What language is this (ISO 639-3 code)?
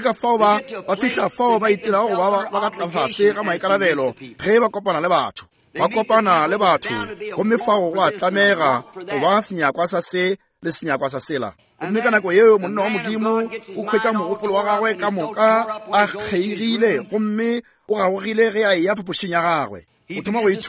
nso